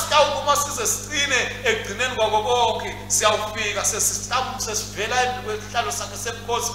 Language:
Swati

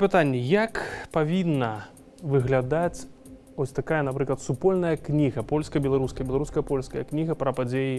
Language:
Belarusian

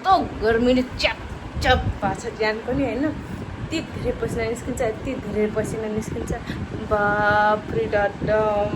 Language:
Nepali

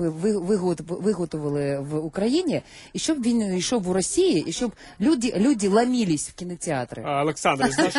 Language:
Ukrainian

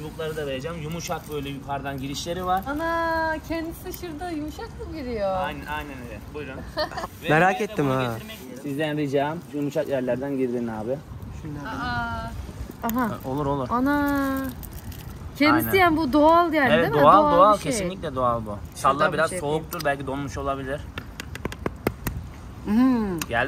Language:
Turkish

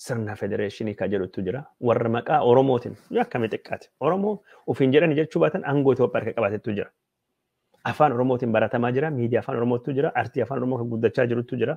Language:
Oromo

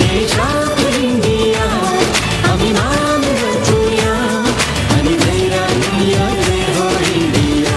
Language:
Konkani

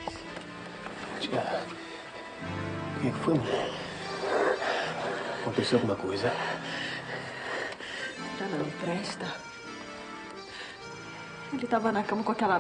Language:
Portuguese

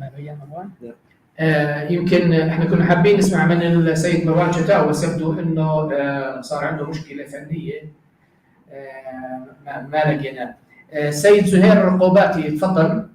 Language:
North Levantine Arabic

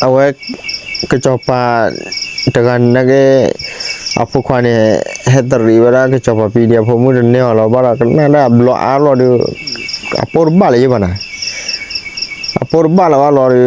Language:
S'gaw Karen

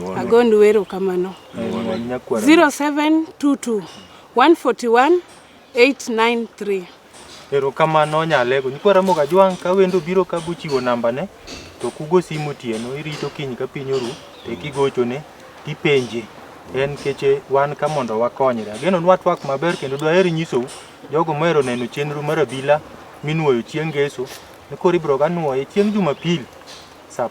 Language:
Luo (Kenya and Tanzania)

